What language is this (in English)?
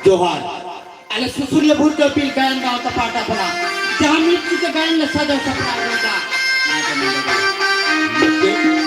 Santali